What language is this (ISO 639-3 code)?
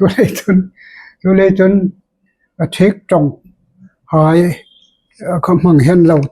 hmr